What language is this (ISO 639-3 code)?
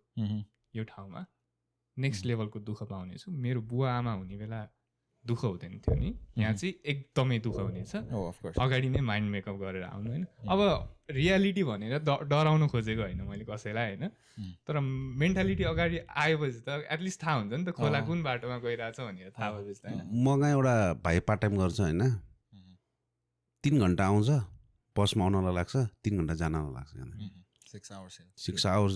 nep